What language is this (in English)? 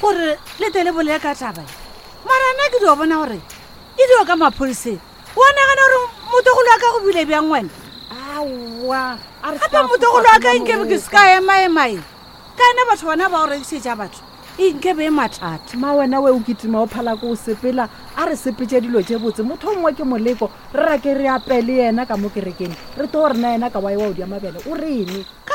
Northern Sotho